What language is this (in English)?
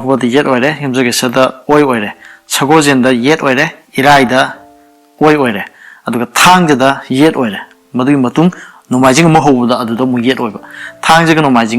Manipuri